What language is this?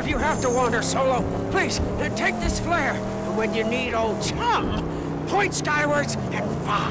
Bavarian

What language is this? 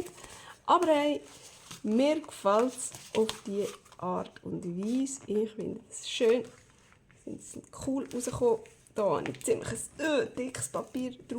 Swiss German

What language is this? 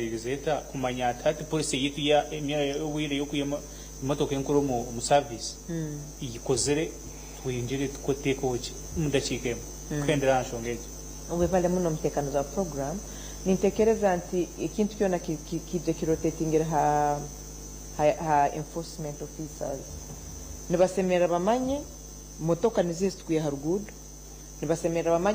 Nyankole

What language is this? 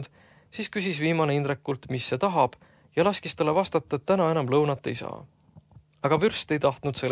Estonian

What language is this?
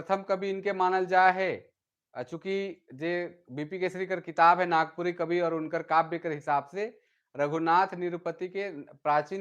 Sadri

